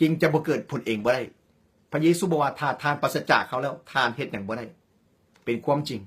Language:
Lao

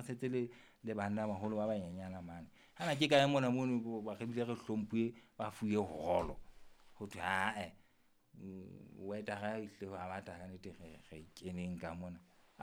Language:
Southern Sotho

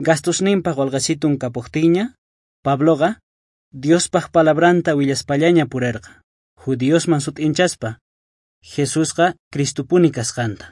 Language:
South Bolivian Quechua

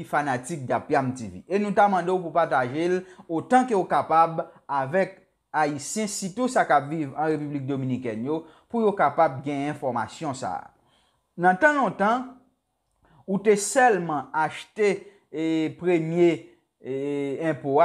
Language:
Haitian Creole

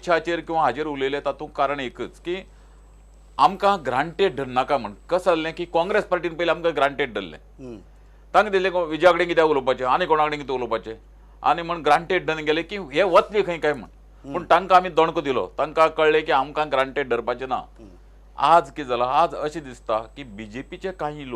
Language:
Konkani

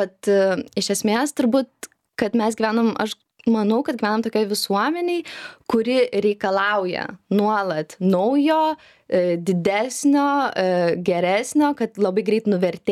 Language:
Lithuanian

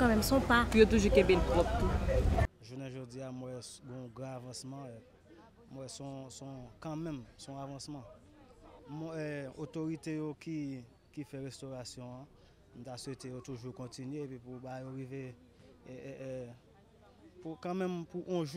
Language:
Haitian Creole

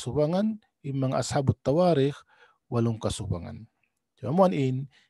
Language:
Tausug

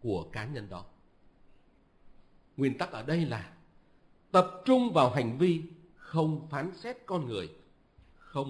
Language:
Vietnamese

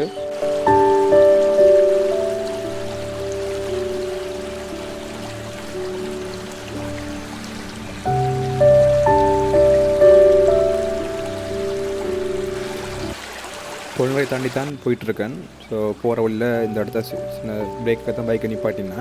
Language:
Tamil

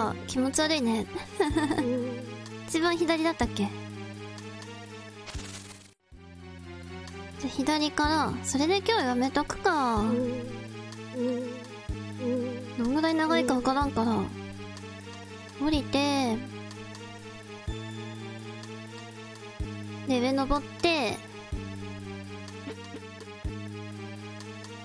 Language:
Japanese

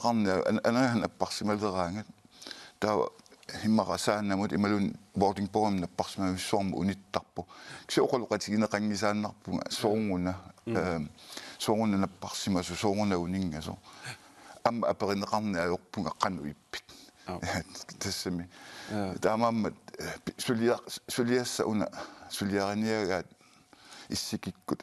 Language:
Kalaallisut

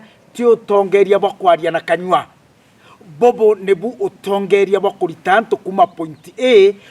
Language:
Meru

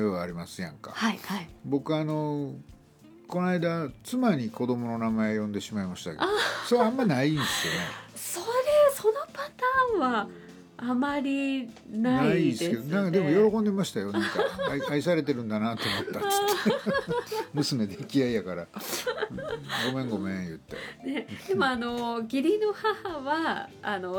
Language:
Japanese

